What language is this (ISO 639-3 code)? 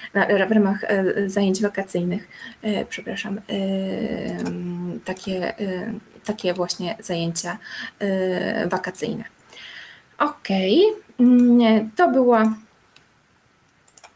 pol